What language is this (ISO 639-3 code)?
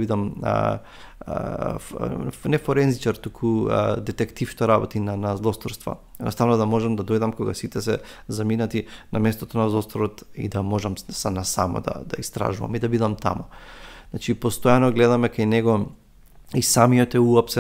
mkd